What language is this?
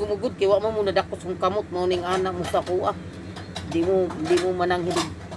Cebuano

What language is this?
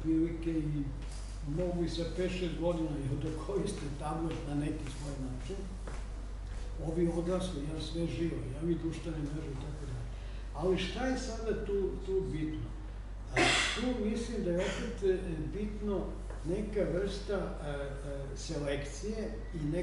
Serbian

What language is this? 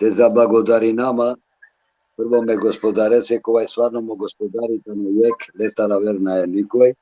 Balkan Romani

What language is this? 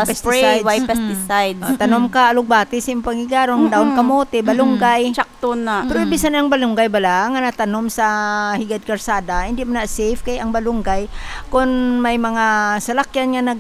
Hiligaynon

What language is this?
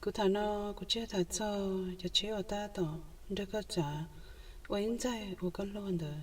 Hmong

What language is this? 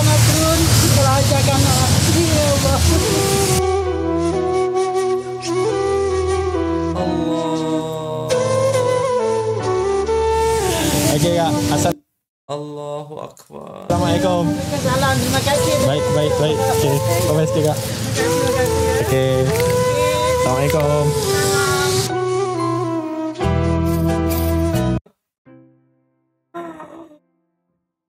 Malay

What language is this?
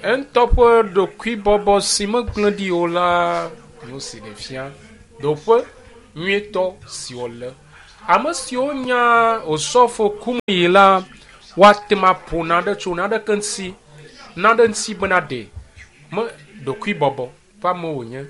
Ewe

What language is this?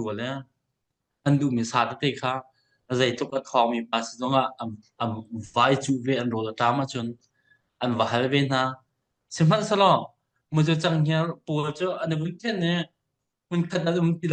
Hakha Chin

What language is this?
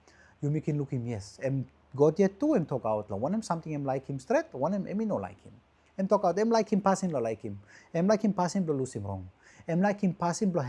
Tok Pisin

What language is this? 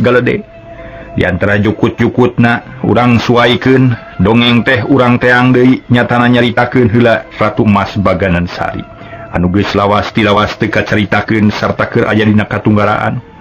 Sundanese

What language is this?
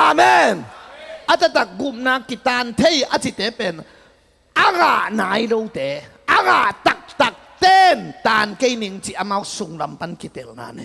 Tedim Chin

